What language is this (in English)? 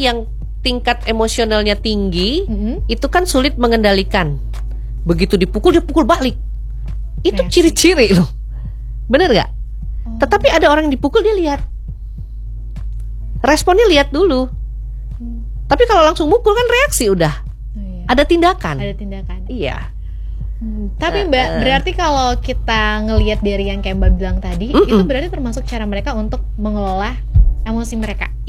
Indonesian